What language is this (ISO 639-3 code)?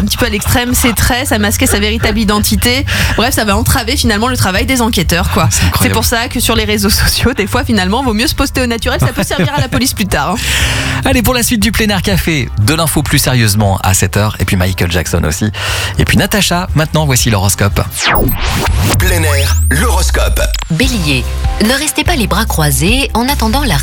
fra